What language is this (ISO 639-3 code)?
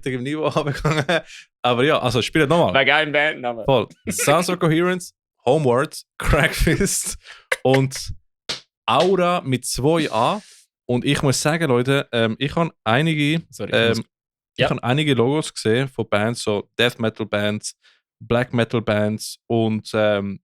gsw